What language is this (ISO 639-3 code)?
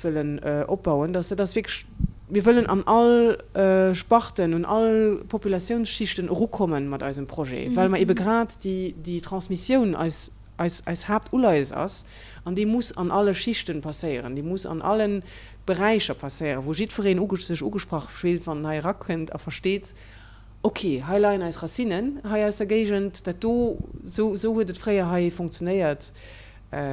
ltz